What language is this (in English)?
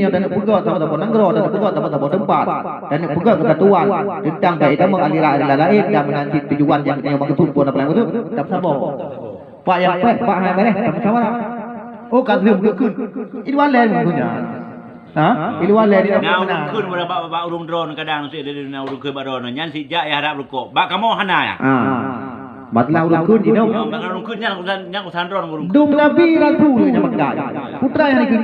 Achinese